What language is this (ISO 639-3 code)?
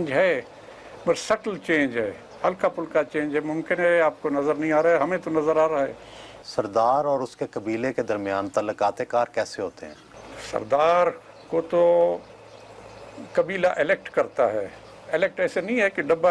urd